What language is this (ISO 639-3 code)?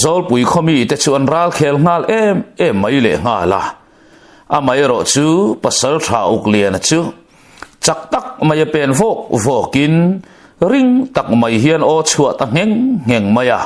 lus